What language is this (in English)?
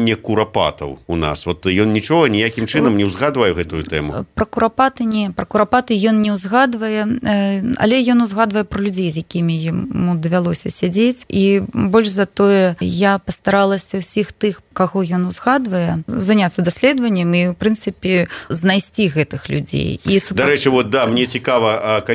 Belarusian